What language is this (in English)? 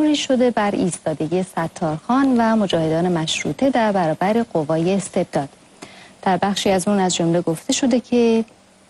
Persian